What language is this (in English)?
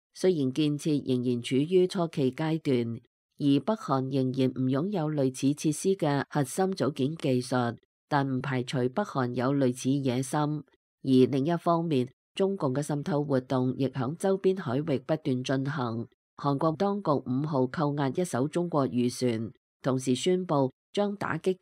Cantonese